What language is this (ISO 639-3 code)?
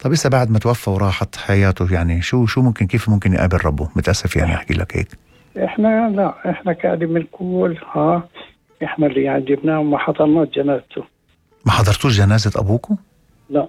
apc